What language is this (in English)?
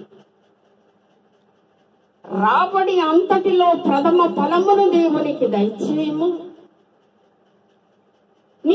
Telugu